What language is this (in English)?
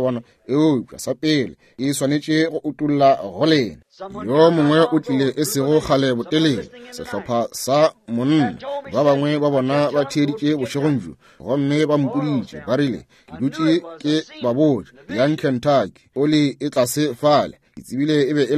Northern Sotho